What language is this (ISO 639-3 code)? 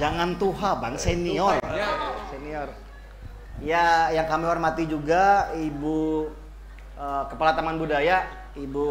bjn